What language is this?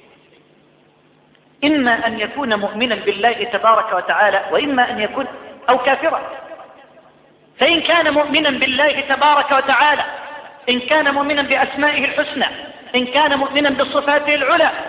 Arabic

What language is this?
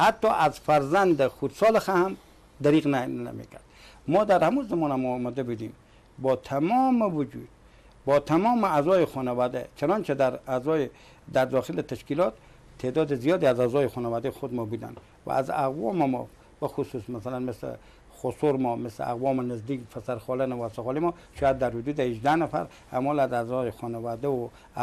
Persian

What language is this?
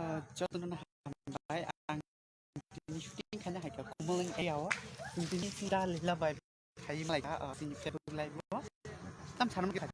Kok Borok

